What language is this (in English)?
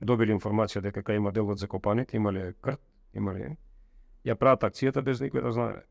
Macedonian